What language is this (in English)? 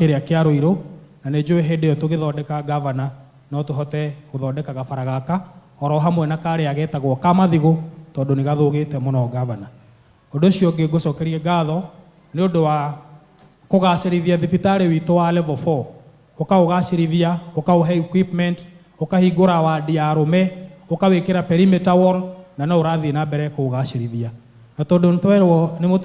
Kikuyu